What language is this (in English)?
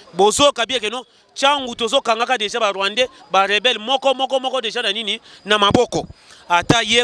Lingala